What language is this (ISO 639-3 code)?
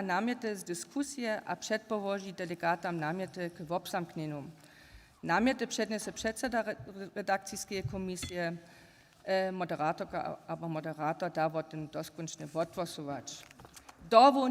hsb